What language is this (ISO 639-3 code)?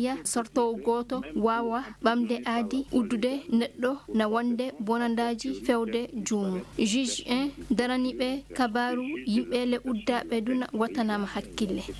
ffm